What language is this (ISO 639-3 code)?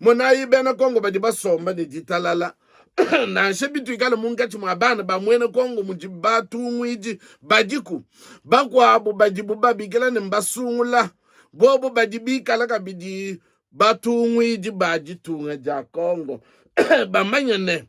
lua